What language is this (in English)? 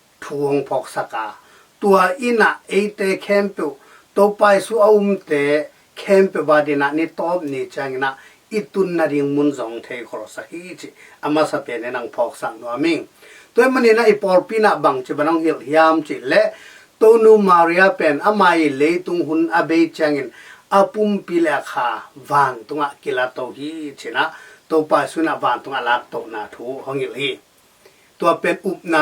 Tedim Chin